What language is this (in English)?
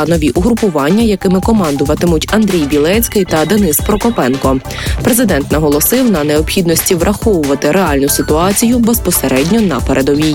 Ukrainian